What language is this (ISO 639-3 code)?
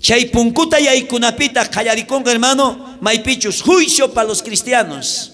quh